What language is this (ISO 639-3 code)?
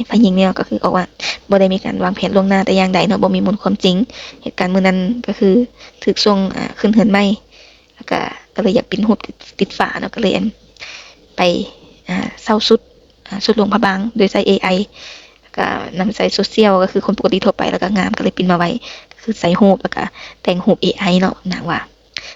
lao